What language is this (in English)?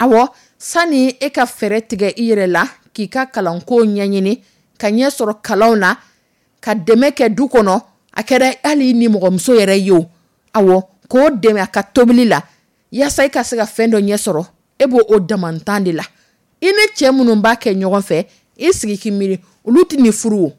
Dyula